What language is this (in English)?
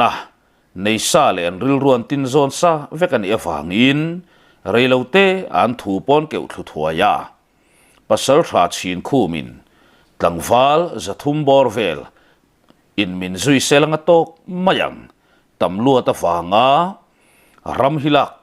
Mizo